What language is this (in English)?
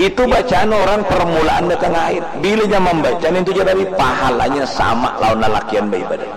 Banjar